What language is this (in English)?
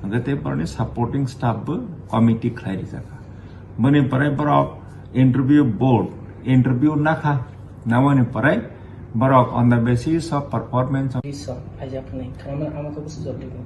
Kok Borok